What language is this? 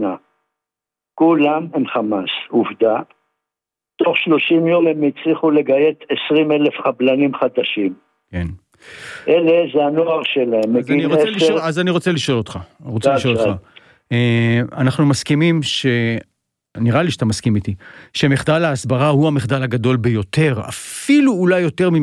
Hebrew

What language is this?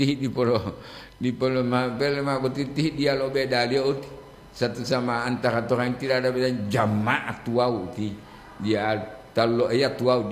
Gorontalo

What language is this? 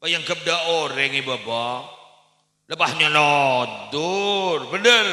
Madurese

